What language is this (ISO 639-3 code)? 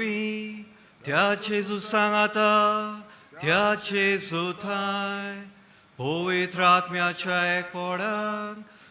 kok